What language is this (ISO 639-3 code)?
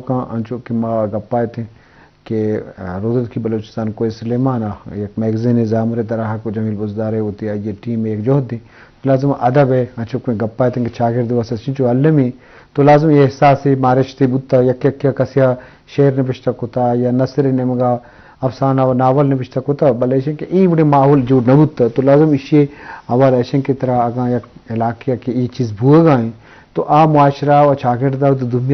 bgp